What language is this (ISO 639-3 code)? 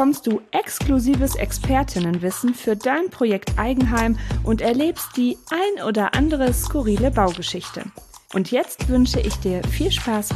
deu